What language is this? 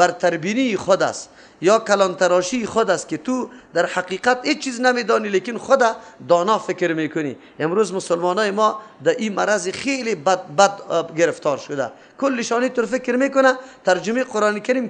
Persian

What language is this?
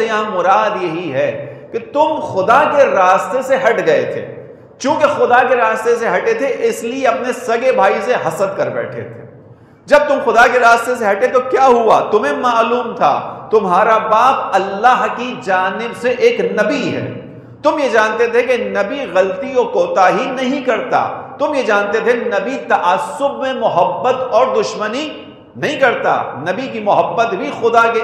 Urdu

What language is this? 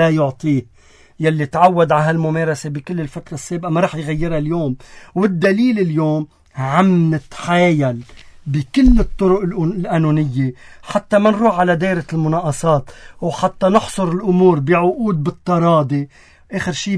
North Levantine Arabic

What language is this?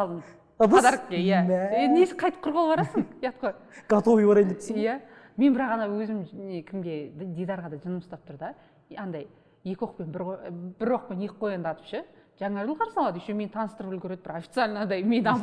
Kazakh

